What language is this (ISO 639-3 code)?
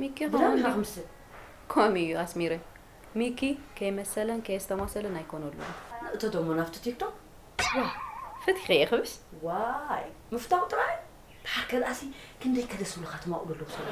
tir